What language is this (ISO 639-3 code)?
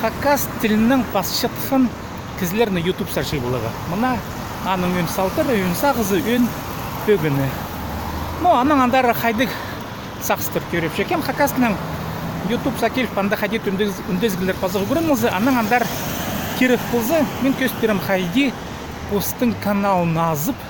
kjh